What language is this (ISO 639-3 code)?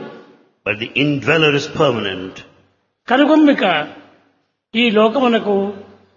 tel